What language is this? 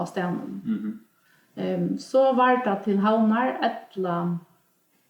Faroese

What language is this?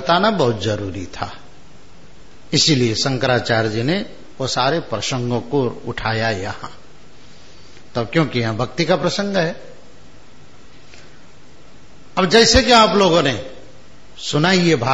Hindi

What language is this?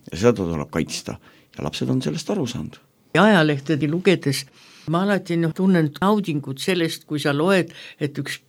Estonian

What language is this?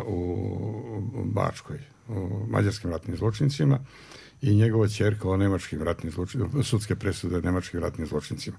Serbian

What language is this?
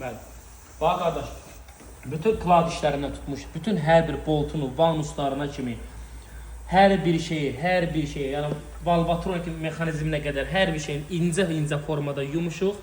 Azerbaijani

